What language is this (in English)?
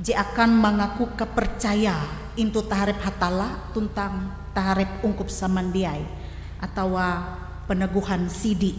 Ngaju